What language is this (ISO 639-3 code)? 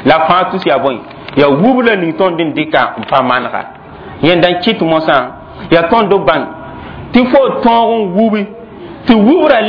mos